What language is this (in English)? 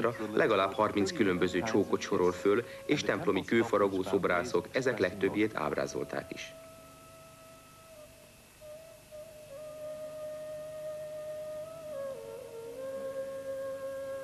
Hungarian